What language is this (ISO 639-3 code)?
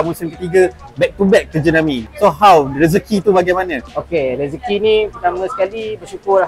msa